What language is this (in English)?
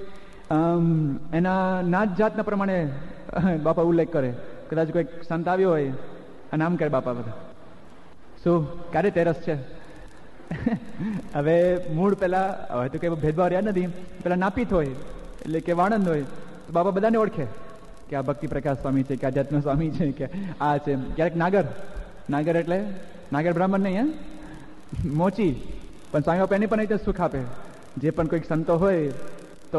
Gujarati